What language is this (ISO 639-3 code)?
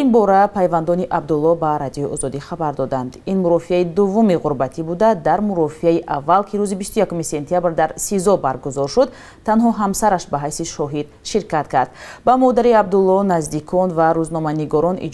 tgk